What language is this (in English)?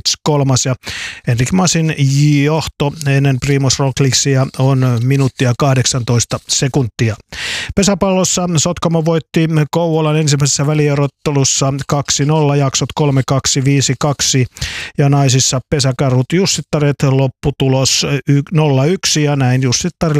Finnish